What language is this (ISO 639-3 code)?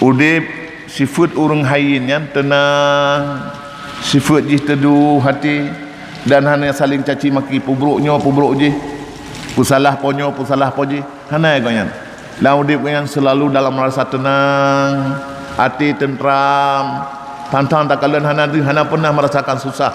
ace